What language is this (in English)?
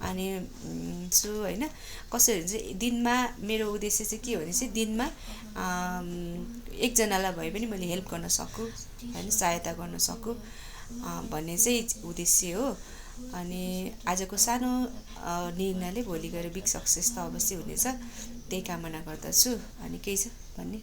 Nepali